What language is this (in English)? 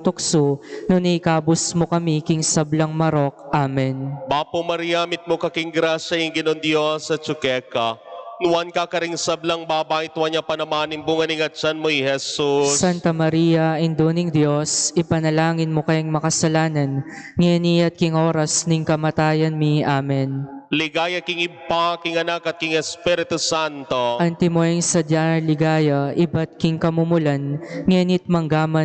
Pampanga